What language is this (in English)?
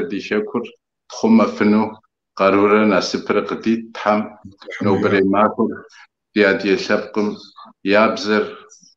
Kabardian